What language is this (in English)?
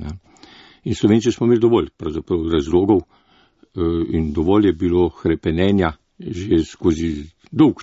Slovenian